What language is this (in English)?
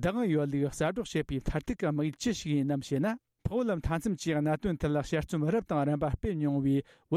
Tibetan